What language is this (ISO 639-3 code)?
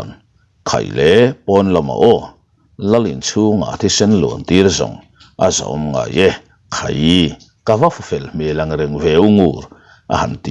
lus